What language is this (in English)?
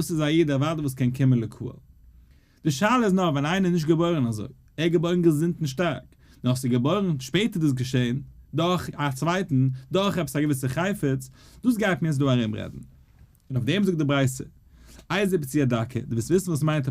Yiddish